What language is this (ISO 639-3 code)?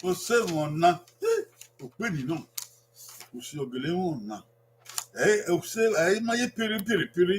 bin